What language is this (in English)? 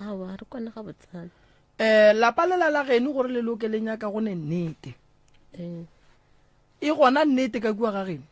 Northern Sotho